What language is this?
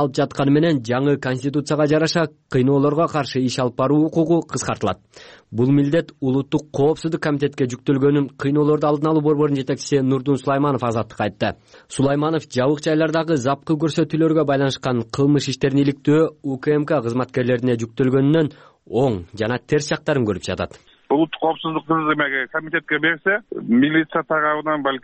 Kyrgyz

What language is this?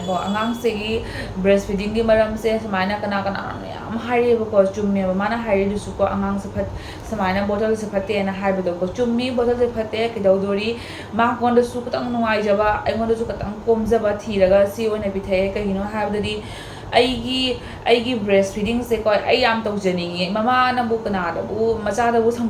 Manipuri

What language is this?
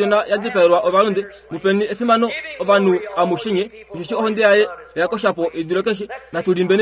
Kuanyama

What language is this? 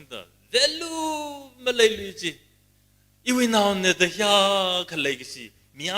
Tangkhul Naga (India)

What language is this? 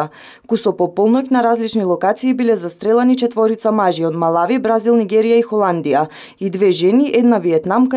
Macedonian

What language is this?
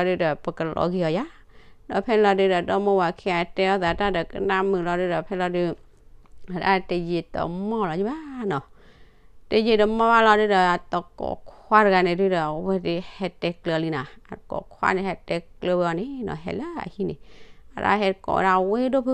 S'gaw Karen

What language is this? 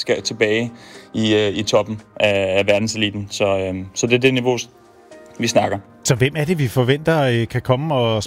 Danish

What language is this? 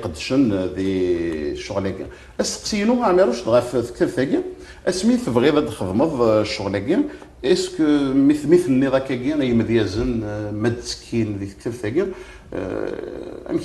Kabyle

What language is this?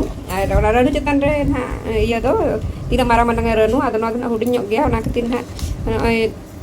Santali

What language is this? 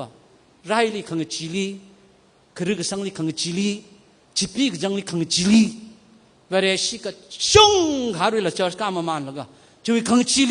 Tangkhul Naga (India)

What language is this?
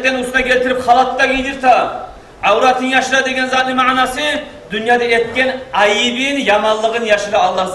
Kumyk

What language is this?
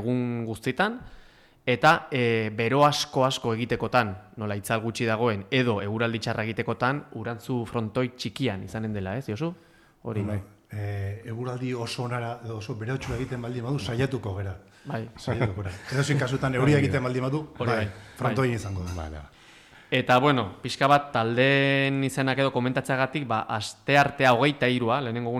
Basque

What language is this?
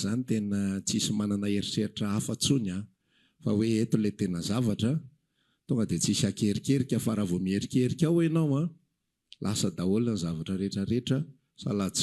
Malagasy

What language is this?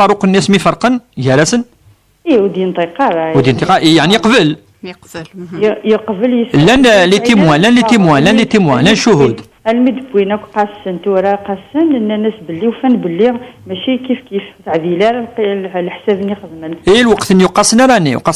Kabyle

